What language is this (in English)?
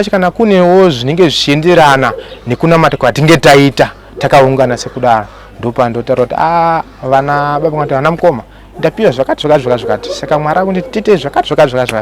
Shona